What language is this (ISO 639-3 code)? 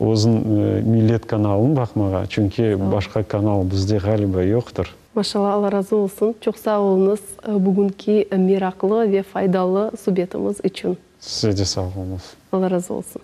crh